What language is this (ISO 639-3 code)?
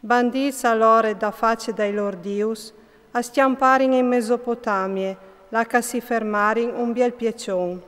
fur